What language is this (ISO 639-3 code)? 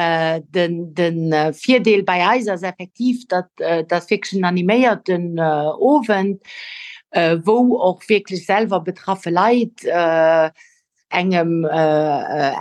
ltz